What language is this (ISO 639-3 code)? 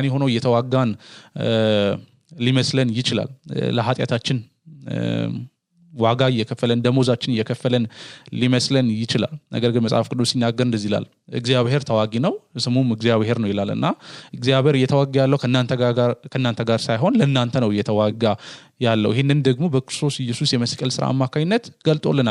amh